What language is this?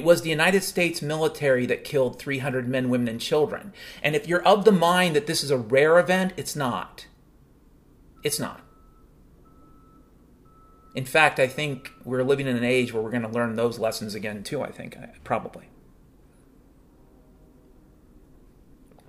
English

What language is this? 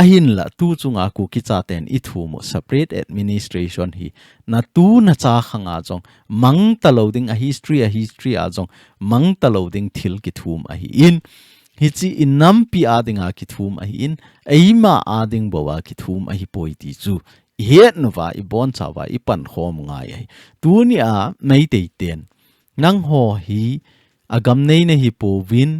Thado Chin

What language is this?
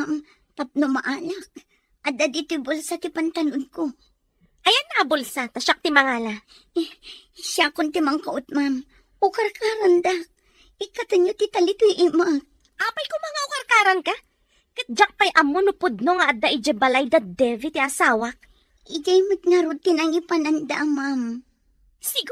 Iloko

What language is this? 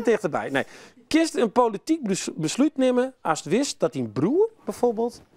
Western Frisian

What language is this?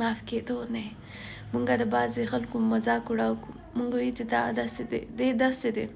Pashto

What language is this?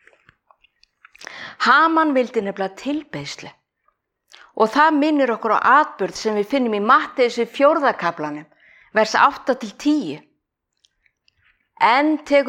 Icelandic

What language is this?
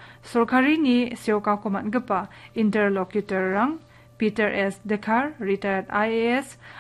Garo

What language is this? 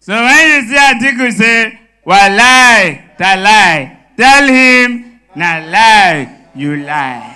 Nigerian Pidgin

